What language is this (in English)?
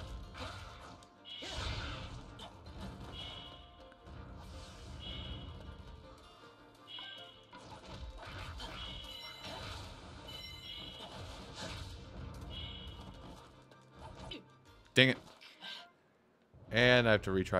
English